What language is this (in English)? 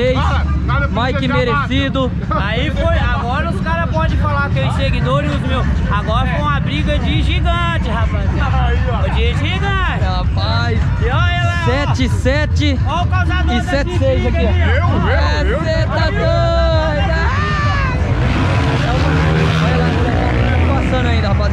Portuguese